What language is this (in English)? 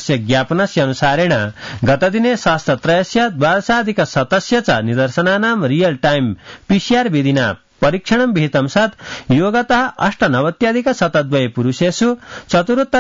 Sanskrit